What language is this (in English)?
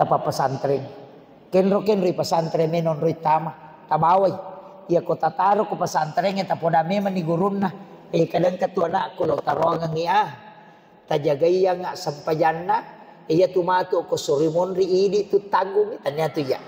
Buginese